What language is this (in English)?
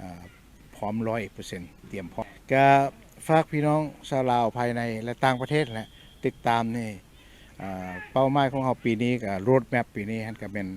Lao